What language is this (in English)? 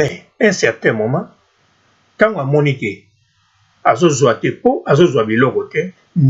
Lingala